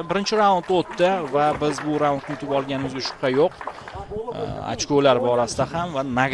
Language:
Uzbek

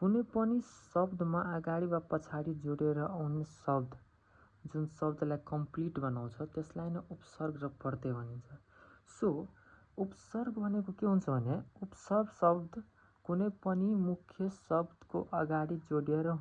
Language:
Nepali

